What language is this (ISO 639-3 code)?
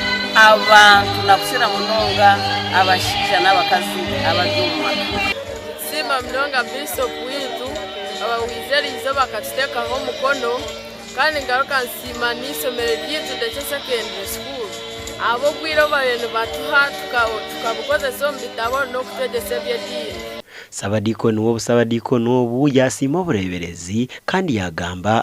nyn